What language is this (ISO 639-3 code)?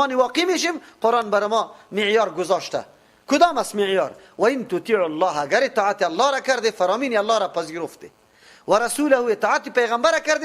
fas